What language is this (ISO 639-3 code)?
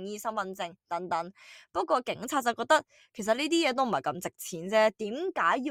yue